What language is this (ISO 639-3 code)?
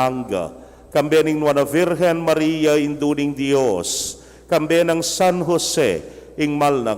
pam